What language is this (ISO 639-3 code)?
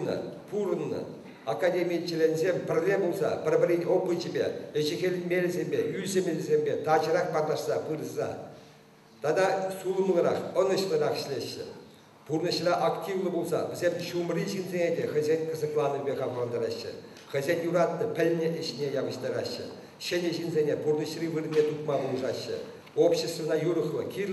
chv